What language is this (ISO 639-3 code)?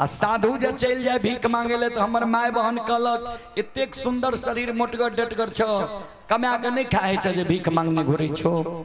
mai